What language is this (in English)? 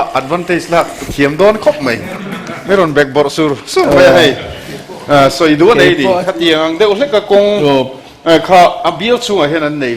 Mizo